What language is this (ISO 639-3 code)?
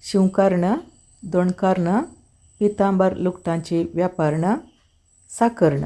kok